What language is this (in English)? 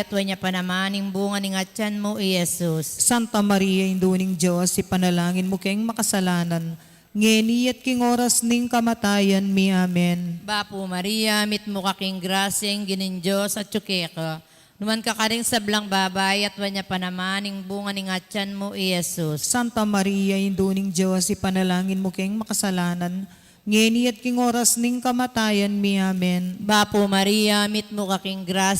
Pampanga